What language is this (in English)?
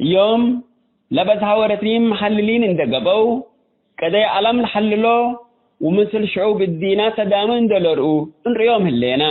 Tigre